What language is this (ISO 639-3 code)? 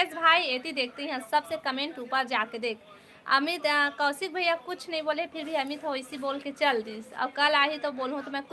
hne